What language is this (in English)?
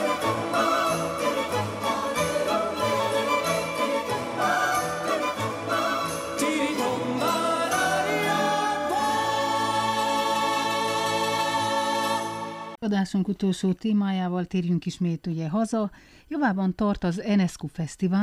Hungarian